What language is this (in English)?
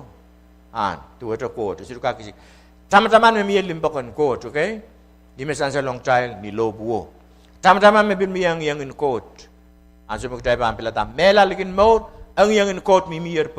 Pohnpeian